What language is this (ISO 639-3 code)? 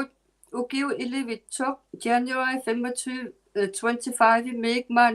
iku